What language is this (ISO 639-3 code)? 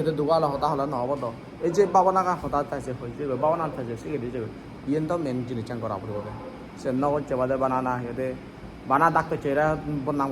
ccp